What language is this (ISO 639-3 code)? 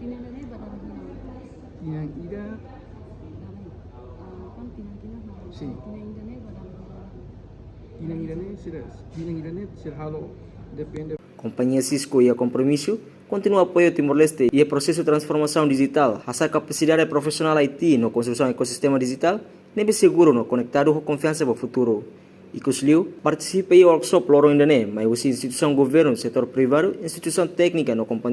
tet